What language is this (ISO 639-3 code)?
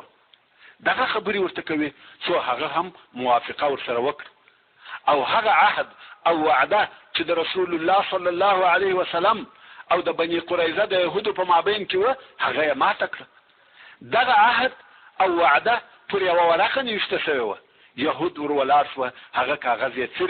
pus